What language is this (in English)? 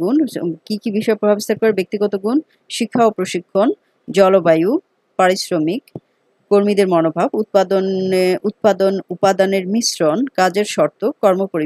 Bangla